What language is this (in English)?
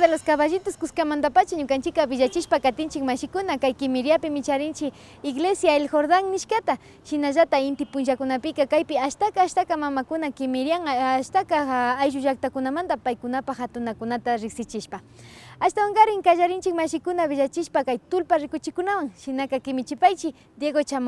Imbabura Highland Quichua